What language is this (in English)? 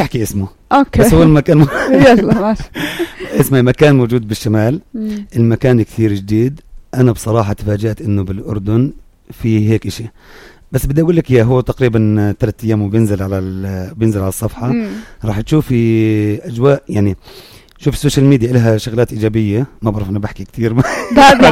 North Levantine Arabic